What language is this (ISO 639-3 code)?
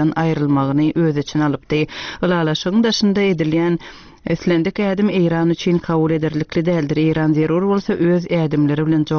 tuk